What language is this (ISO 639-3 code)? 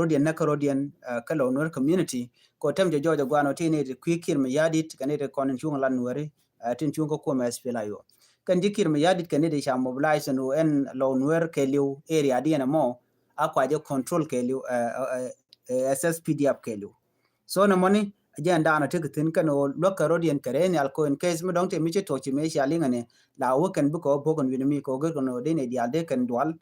nus